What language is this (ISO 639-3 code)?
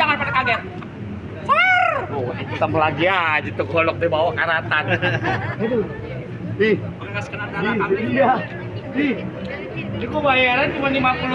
bew